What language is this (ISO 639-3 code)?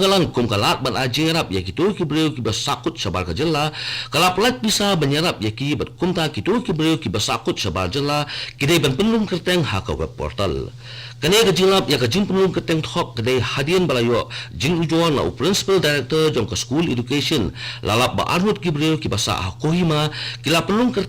kha